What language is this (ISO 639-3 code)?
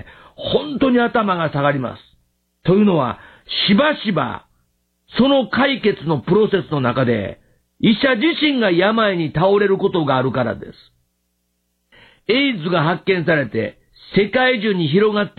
jpn